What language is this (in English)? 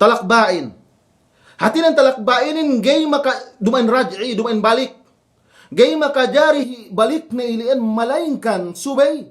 Yakan